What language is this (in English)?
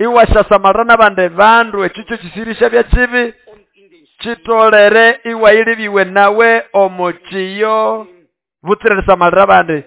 Nande